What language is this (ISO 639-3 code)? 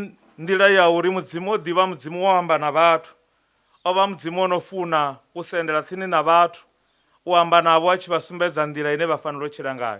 ven